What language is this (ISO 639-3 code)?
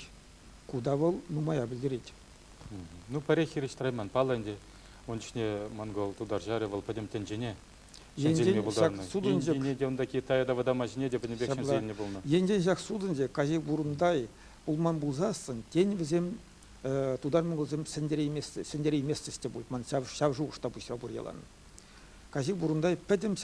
chv